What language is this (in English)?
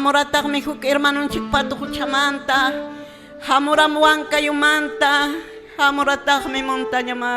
Quechua